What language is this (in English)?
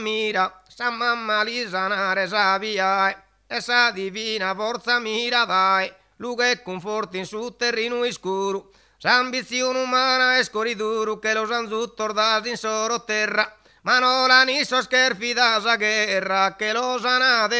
Sardinian